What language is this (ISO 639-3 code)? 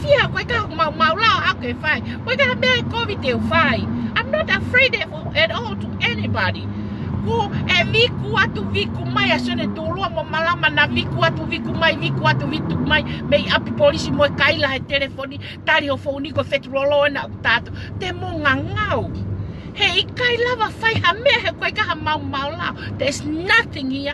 ton